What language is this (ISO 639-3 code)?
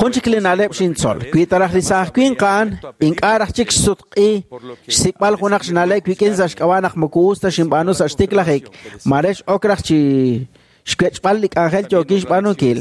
kek